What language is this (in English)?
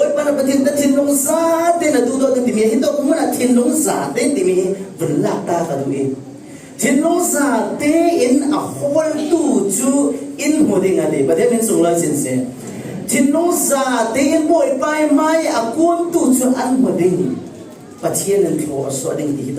Falam Chin